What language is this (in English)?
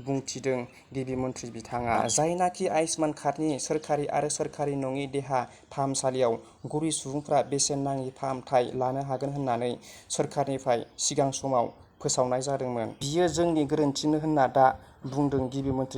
Bodo